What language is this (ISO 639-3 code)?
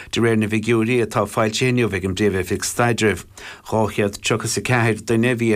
gle